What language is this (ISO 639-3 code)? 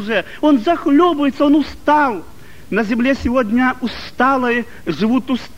rus